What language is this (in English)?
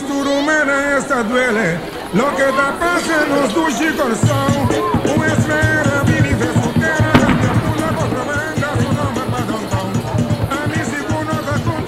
Papiamento